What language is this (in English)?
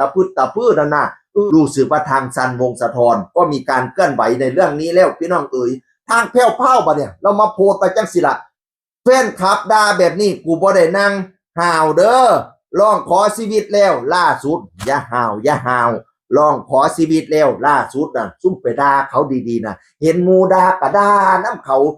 Northeastern Thai